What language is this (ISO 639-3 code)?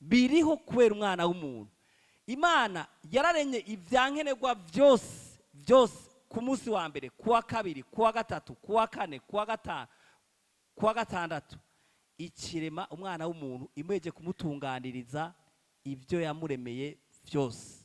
run